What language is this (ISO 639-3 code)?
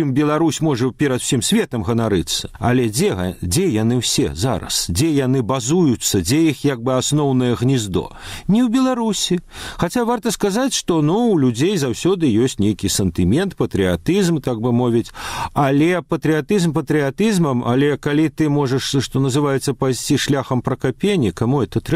bel